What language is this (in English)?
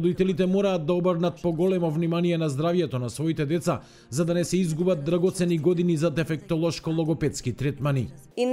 Macedonian